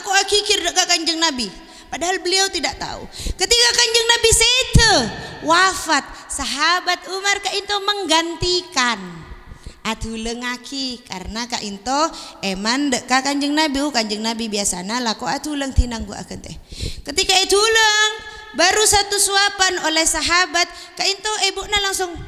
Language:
Madurese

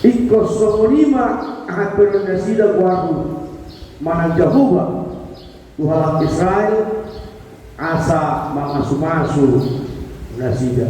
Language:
Batak Toba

